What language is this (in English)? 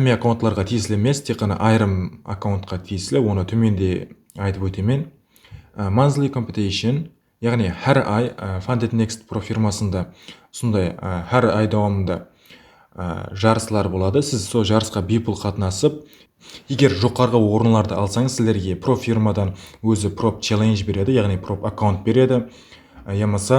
Kara-Kalpak